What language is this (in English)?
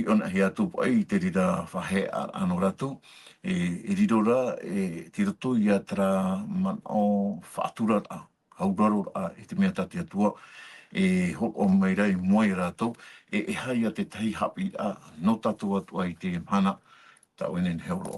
Tahitian